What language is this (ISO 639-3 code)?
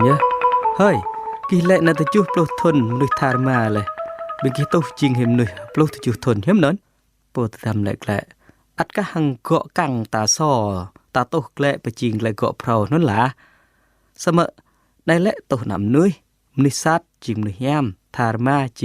jra